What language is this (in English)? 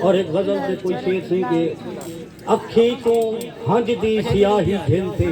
Saraiki